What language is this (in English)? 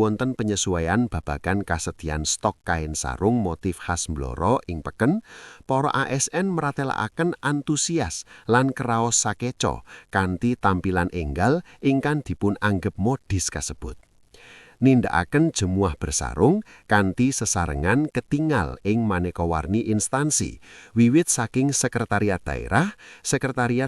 Javanese